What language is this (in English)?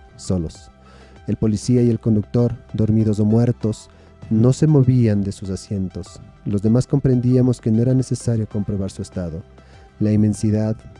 Spanish